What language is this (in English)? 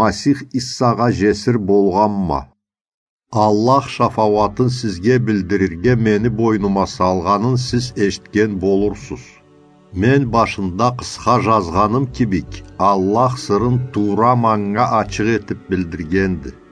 Karachay-Balkar